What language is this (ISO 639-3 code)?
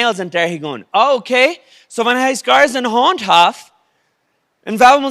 pdt